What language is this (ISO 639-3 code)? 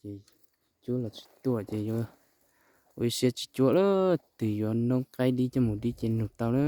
hmn